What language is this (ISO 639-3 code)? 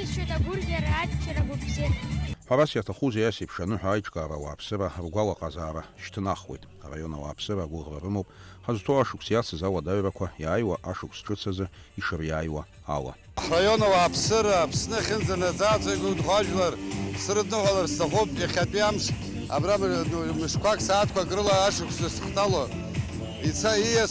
abk